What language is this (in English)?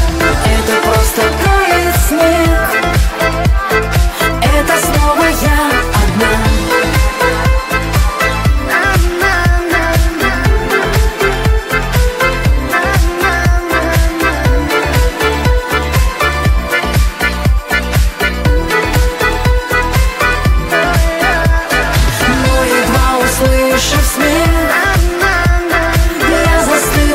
Russian